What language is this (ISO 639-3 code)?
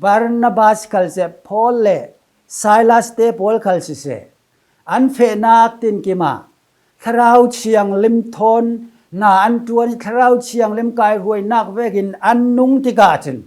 cfm